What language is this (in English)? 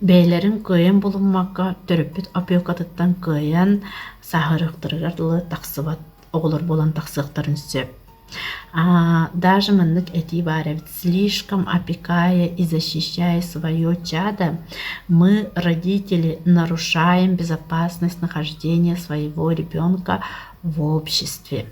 Yakut